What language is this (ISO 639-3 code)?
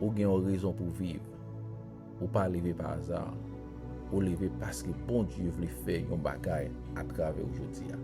hat